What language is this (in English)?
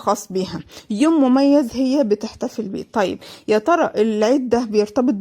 Egyptian Arabic